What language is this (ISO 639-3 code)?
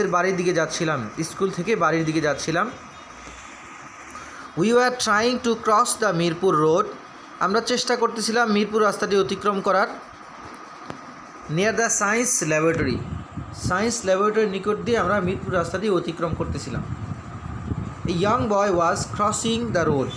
ben